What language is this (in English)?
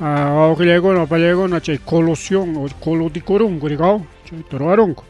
Ayacucho Quechua